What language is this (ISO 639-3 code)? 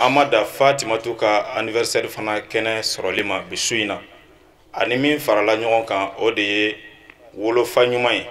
bam